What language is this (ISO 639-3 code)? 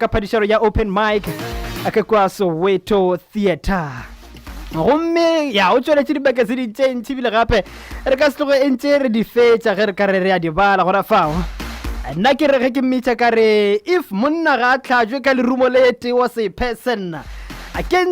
nso